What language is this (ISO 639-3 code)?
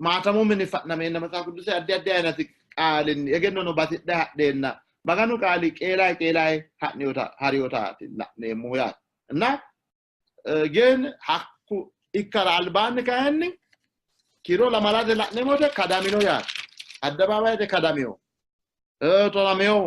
sid